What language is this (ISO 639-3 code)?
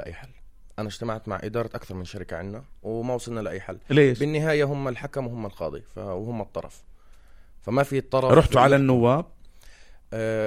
apc